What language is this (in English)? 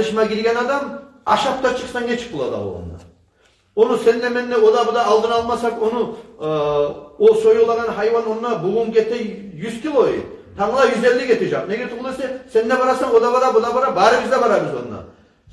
Kumyk